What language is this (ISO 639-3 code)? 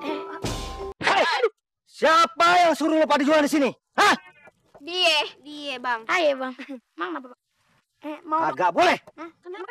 bew